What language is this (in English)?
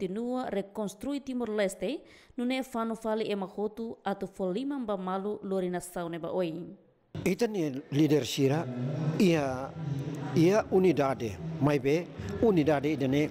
Tetum